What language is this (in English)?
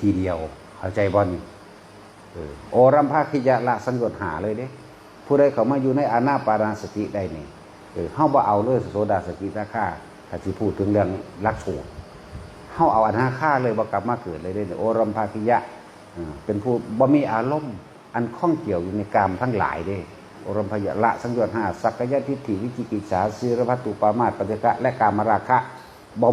Northeastern Thai